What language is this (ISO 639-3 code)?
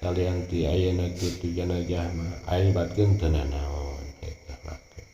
sun